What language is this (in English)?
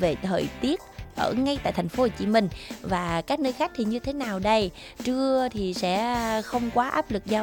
Vietnamese